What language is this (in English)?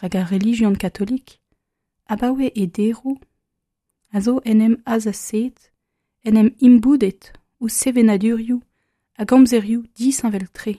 Breton